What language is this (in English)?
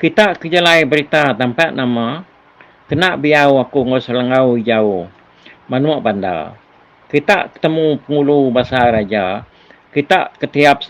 Iban